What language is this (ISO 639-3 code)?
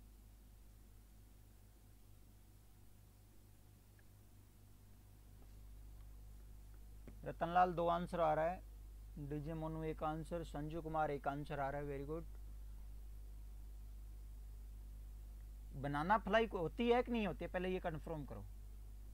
hin